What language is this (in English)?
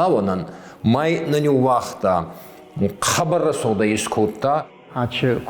Ossetic